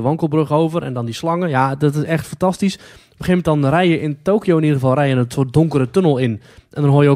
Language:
Dutch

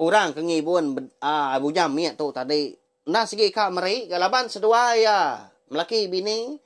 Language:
Iban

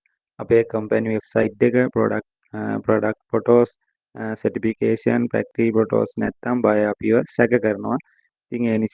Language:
Sinhala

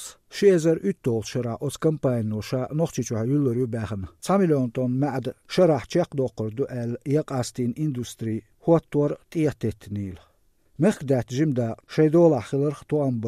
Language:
Chechen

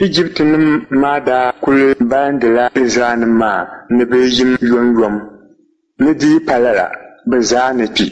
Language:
Dagbani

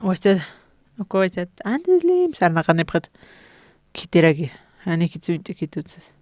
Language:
Aymara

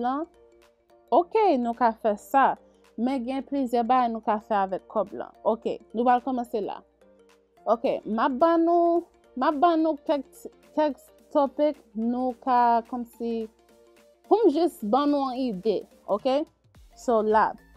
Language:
Haitian Creole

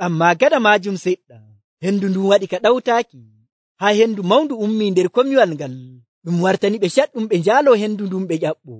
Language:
Nigerian Fulfulde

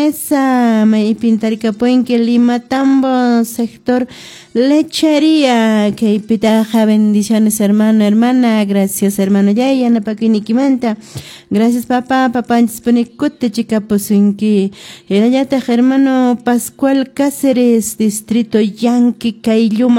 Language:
Quechua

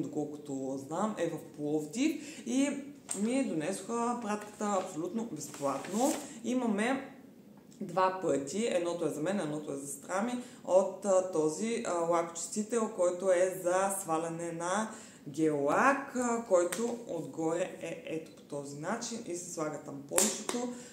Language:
Bulgarian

